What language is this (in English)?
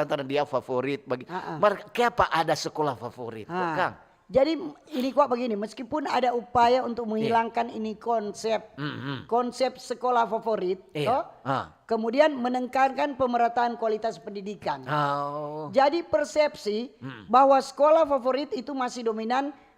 Manado Malay